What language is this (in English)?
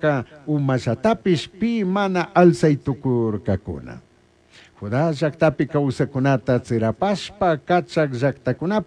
Chimborazo Highland Quichua